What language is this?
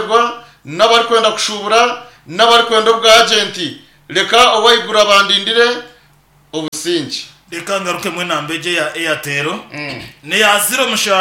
Nyankole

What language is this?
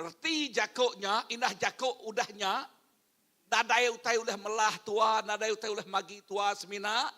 Iban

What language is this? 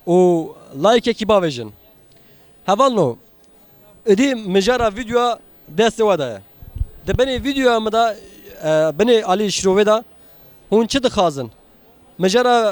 Kurdish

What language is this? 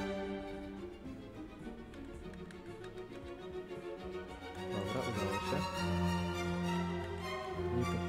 Polish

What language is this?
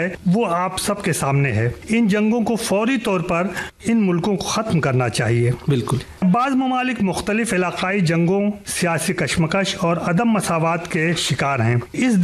Urdu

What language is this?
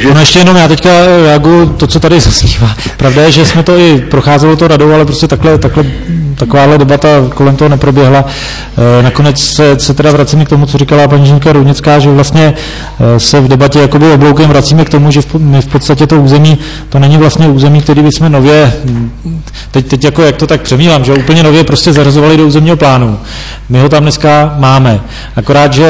Czech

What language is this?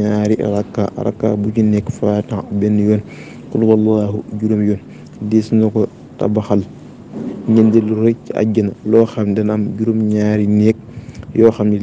Wolof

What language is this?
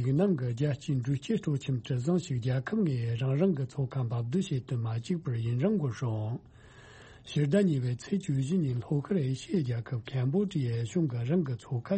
Tibetan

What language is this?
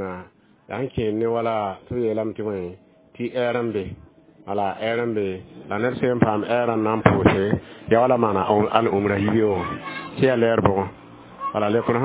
Mossi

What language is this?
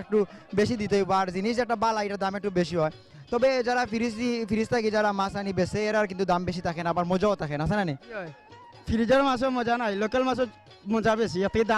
Sylheti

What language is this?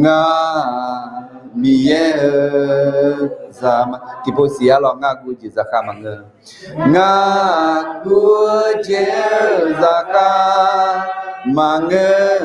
Akha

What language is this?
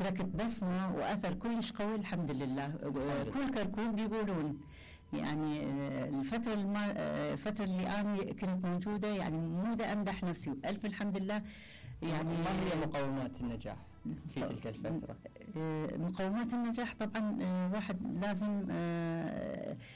Mesopotamian Arabic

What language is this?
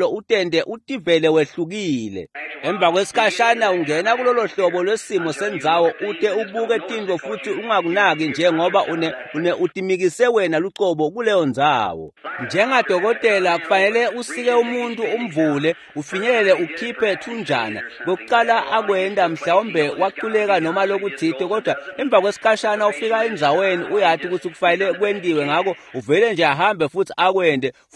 Swati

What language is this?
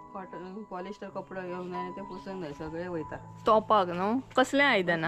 Konkani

